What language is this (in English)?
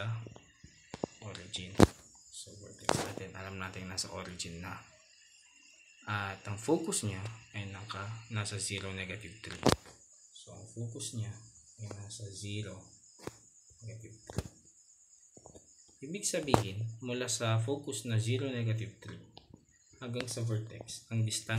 Filipino